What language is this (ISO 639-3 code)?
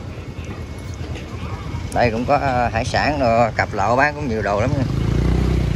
vie